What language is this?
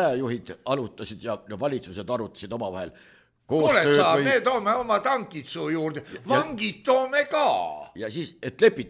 Estonian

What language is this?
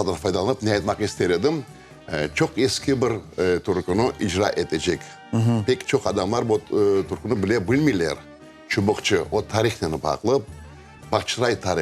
Crimean Tatar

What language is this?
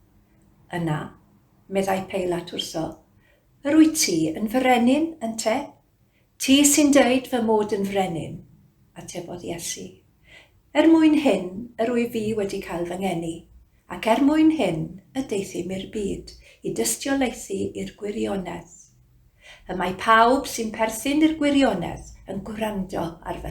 Welsh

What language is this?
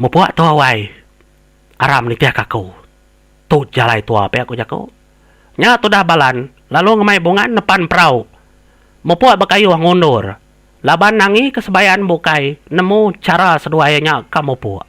Iban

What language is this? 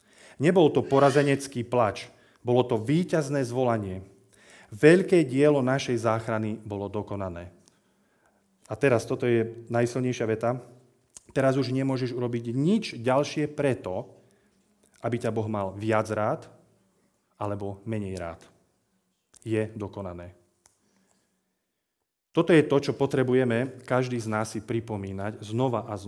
Slovak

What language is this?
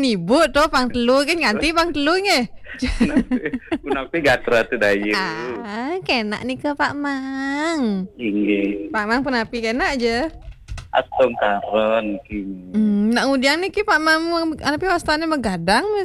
Balinese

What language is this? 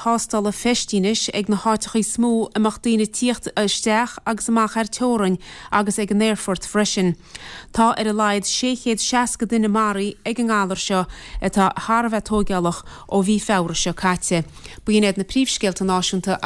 Irish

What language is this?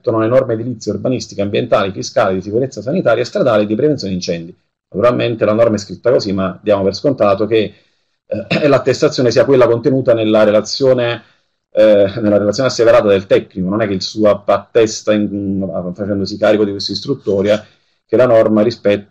Italian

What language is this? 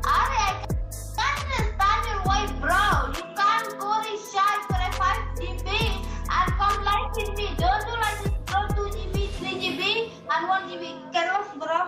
Khasi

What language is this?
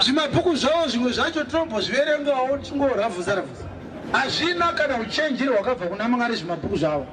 Shona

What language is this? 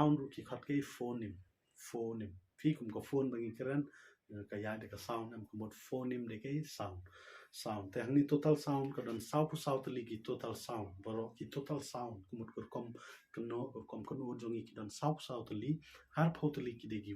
Khasi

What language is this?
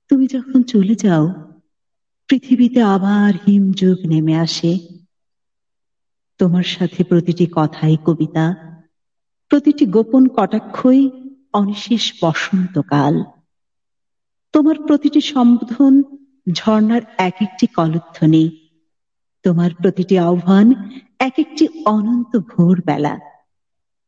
Bangla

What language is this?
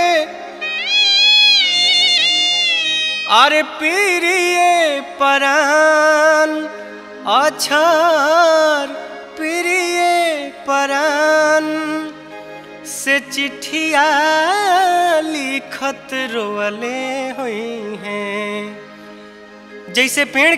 Bhojpuri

